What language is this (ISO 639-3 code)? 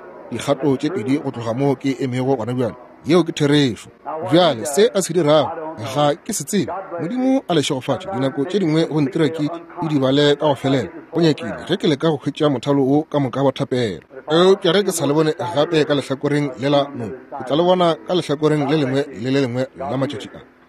nso